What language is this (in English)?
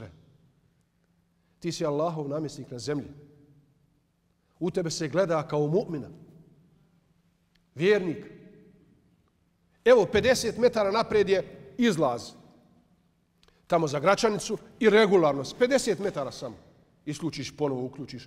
Bosnian